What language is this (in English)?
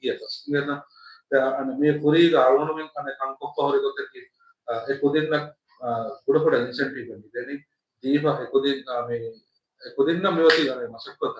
Divehi